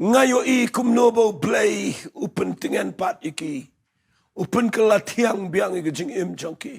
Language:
Khasi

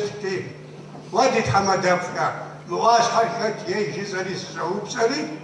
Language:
Kabardian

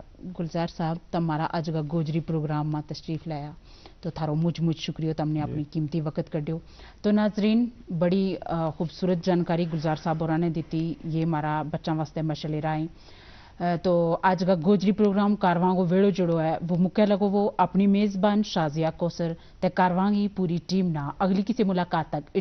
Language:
Gujari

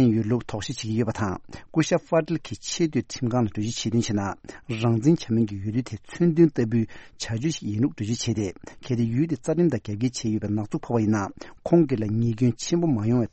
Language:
Tibetan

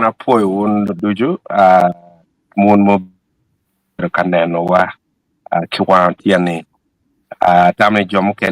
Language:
Acoli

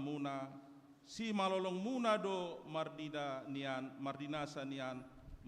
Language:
Batak Toba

